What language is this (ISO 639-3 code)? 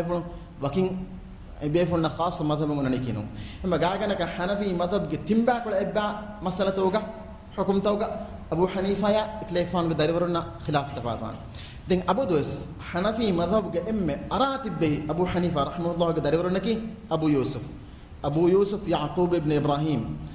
div